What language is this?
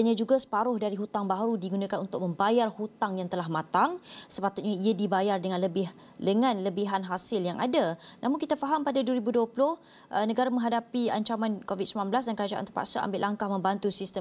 Malay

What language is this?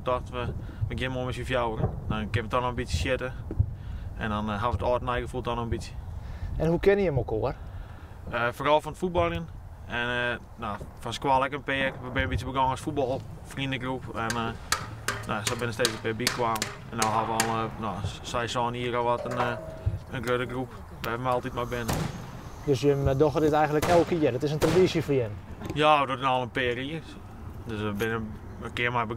Western Frisian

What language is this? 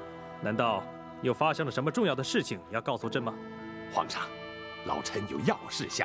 Chinese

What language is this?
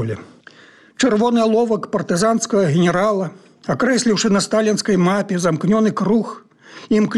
Belarusian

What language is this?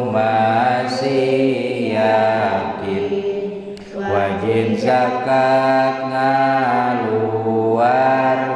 Sundanese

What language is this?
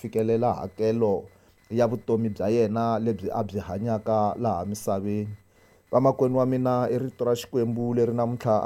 Tsonga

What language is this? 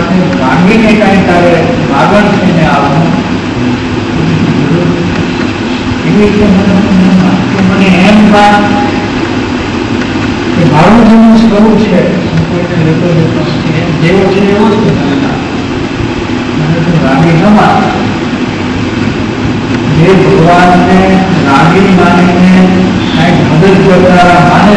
Gujarati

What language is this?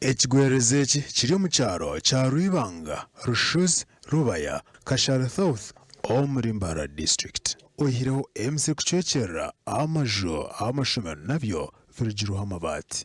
Nyankole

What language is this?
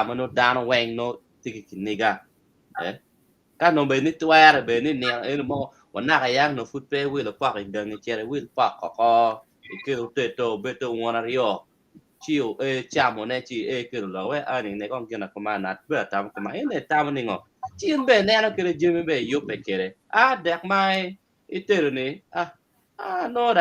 Acoli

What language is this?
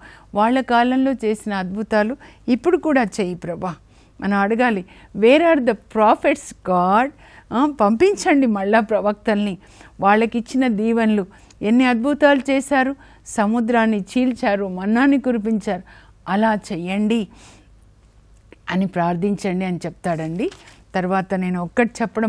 Telugu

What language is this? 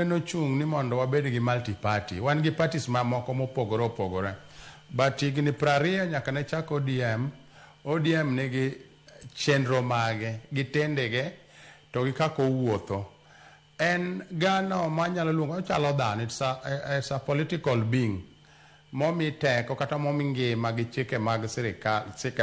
Luo (Kenya and Tanzania)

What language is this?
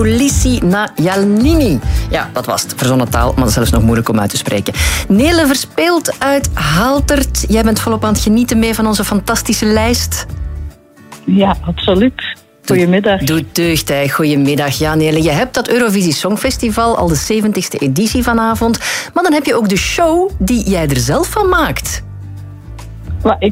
Dutch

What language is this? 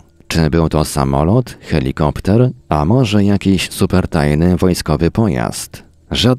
Polish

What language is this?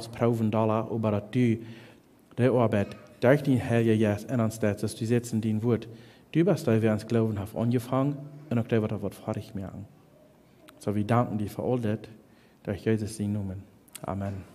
Plautdietsch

